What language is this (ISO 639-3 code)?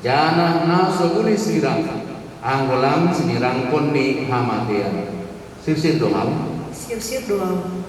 bts